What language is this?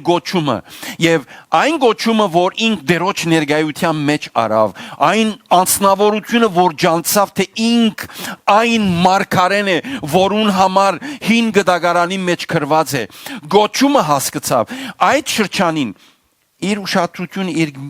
Western Armenian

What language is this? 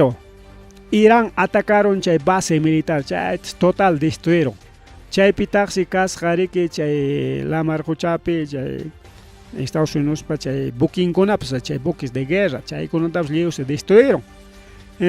Ayacucho Quechua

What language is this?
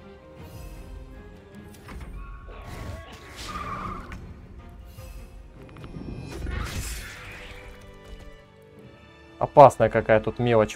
Russian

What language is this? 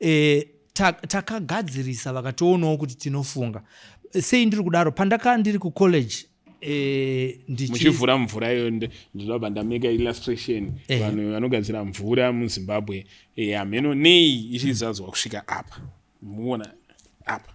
Shona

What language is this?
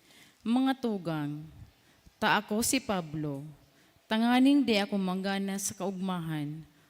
Bikol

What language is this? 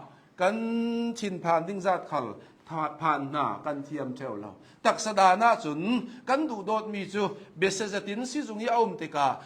Hakha Chin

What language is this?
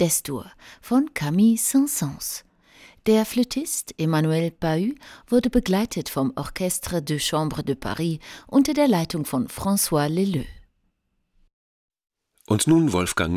German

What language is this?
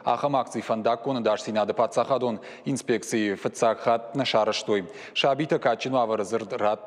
Ossetic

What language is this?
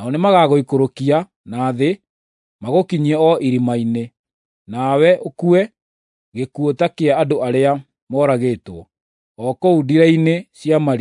Kikuyu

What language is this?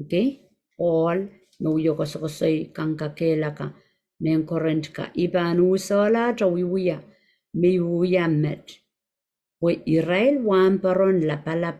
Pohnpeian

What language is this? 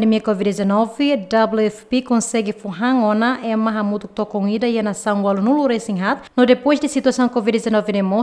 Tetum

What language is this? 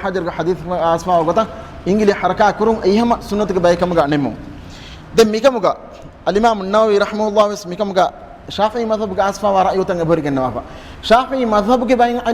Divehi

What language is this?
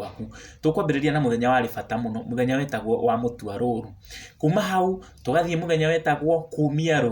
Kikuyu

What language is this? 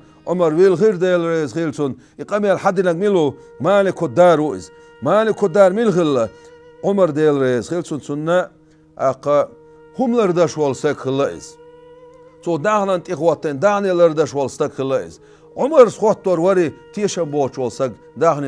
Chechen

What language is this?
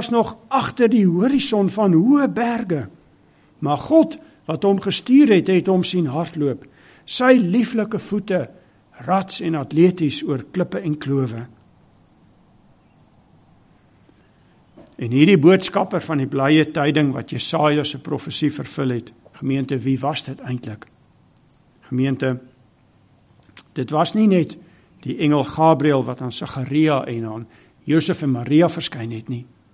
Afrikaans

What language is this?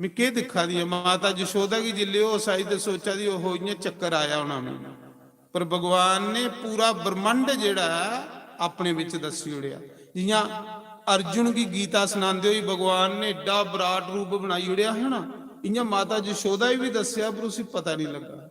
Dogri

